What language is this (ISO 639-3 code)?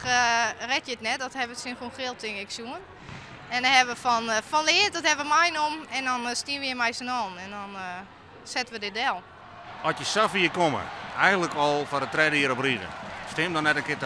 fry